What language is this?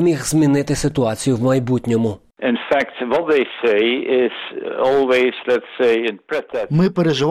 Ukrainian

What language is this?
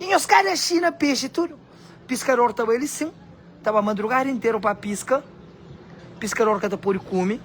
Kabuverdianu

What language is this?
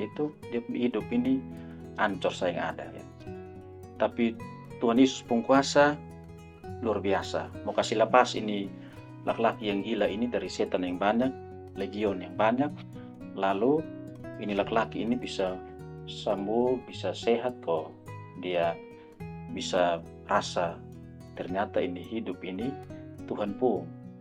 Kupang Malay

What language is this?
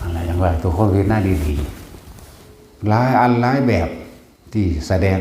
Northeastern Thai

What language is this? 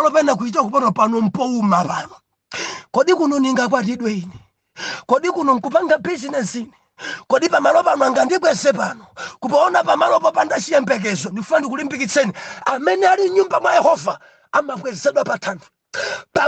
Nyanja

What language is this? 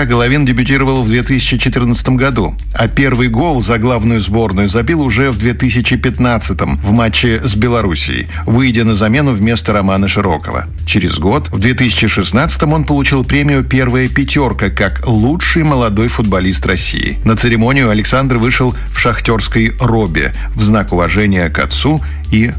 Russian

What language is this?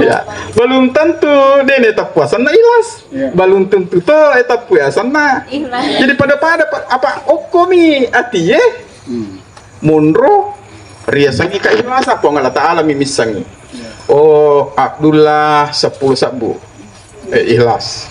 Buginese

